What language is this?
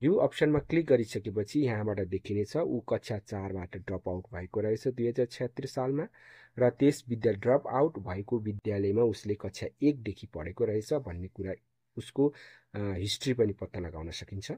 Nepali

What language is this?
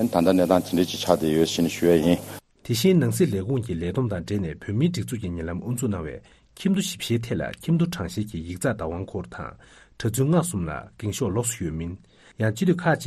Tibetan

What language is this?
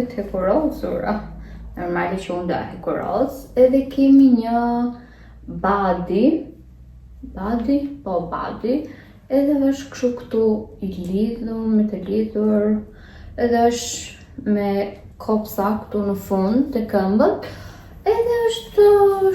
Albanian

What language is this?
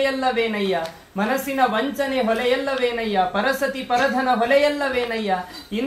Kannada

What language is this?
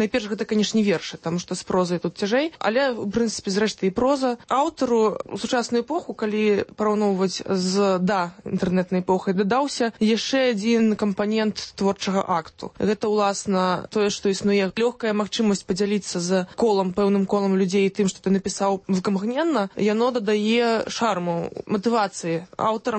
Belarusian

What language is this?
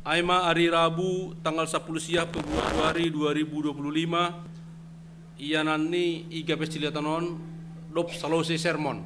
Batak Simalungun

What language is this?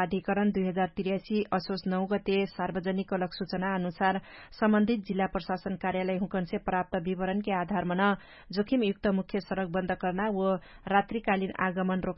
Dangaura Tharu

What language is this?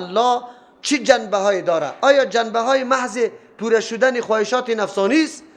Persian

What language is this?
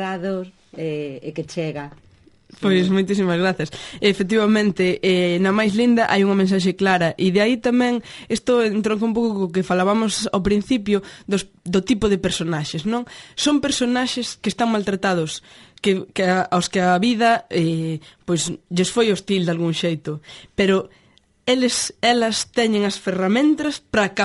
Galician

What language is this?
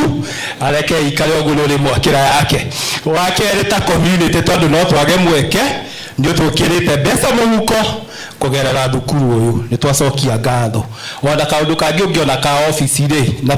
Kikuyu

